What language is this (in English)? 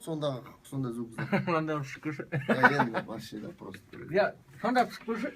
Kara-Kalpak